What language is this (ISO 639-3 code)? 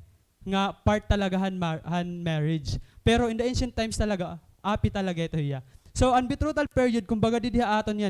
war